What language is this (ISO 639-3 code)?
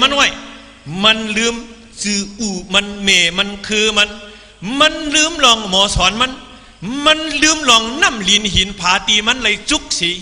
shn